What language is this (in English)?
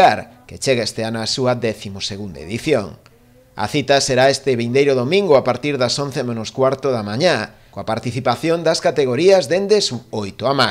Galician